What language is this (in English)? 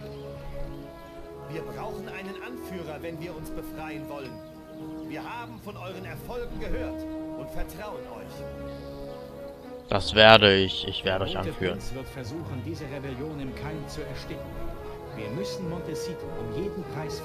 German